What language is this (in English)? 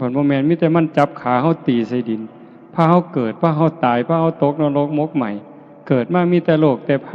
Northeastern Thai